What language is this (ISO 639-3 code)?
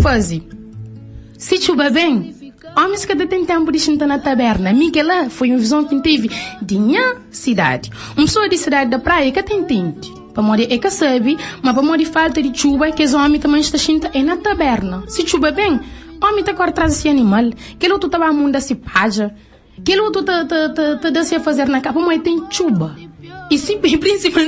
kea